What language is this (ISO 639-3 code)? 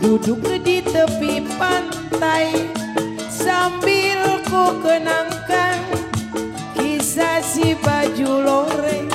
bew